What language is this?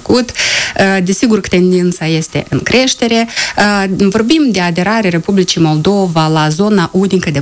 Romanian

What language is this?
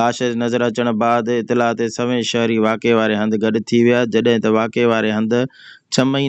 Sindhi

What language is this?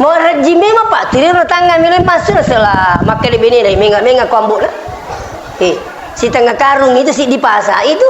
Buginese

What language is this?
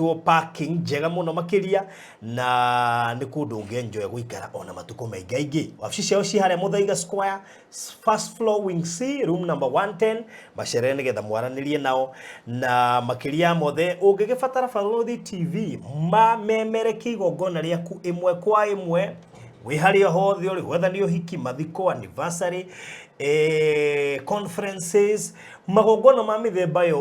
Kikuyu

